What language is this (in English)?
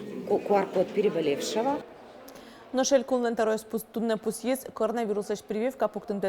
Udmurt